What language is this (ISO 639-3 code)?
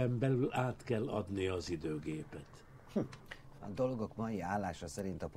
hun